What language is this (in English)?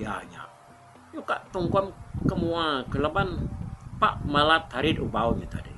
Iban